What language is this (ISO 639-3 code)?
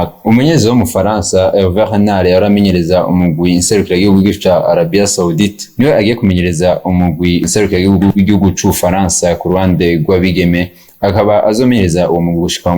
run